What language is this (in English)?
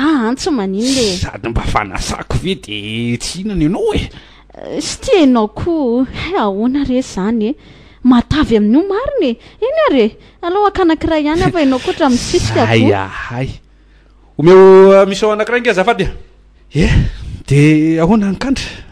Malagasy